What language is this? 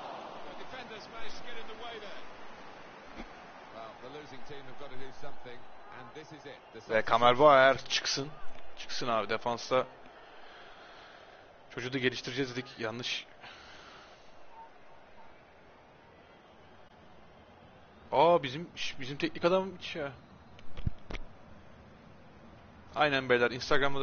Turkish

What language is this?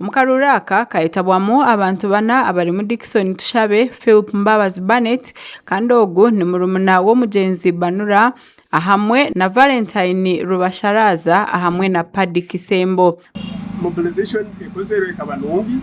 Nyankole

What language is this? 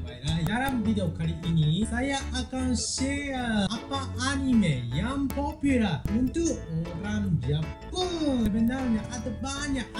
Malay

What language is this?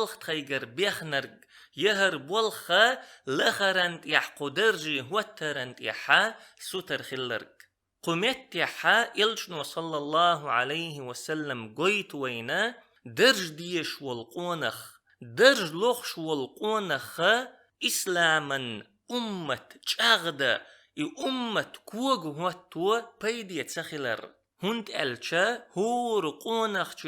Chechen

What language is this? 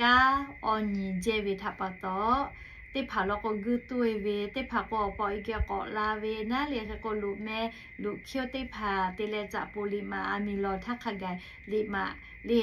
Lahu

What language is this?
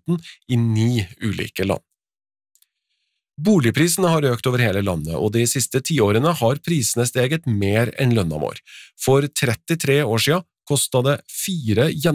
Norwegian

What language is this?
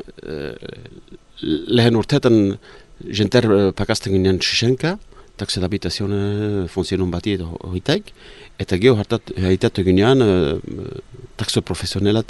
Basque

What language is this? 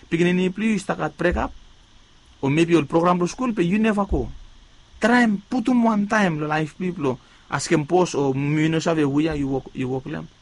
Bislama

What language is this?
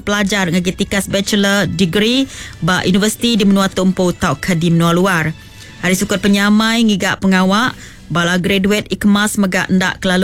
Iban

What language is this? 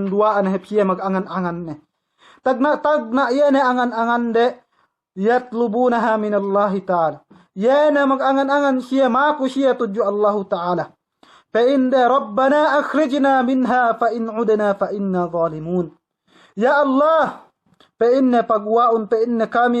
Yakan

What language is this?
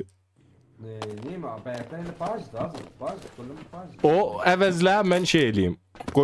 South Azerbaijani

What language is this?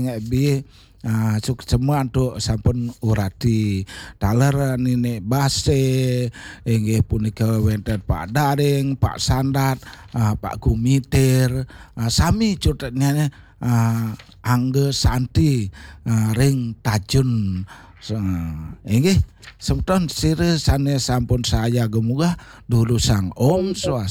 Balinese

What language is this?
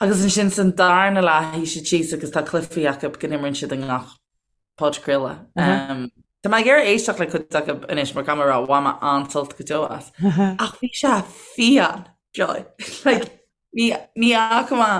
Irish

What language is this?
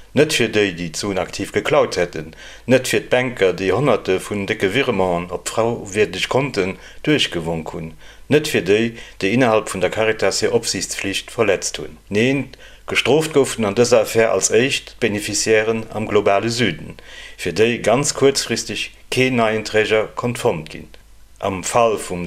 Luxembourgish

